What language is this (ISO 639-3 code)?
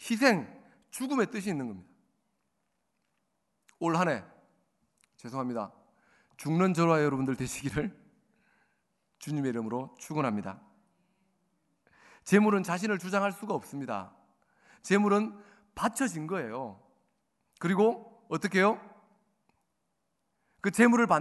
kor